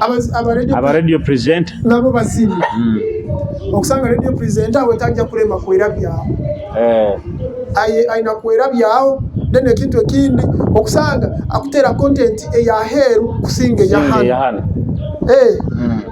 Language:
Nyoro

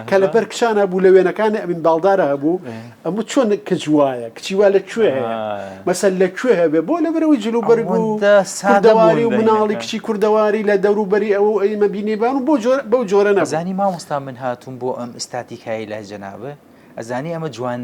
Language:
Central Kurdish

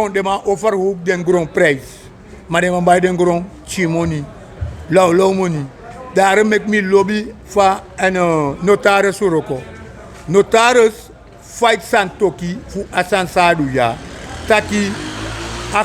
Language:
Sranan Tongo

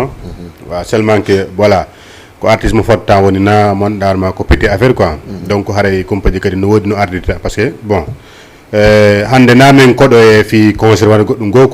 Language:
Fula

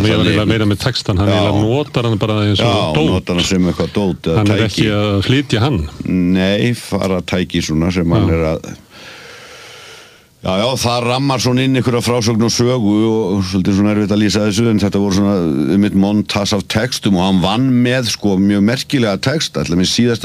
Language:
Icelandic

